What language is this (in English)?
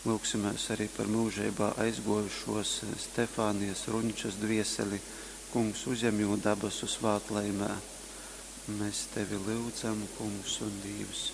Latgalian